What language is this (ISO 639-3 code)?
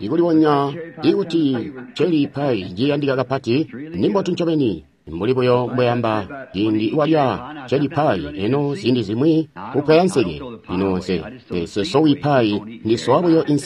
toi